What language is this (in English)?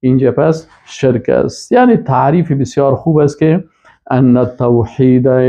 Persian